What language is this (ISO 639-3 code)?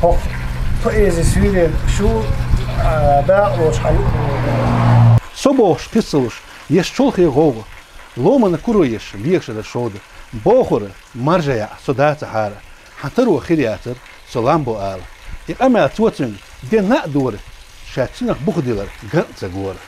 che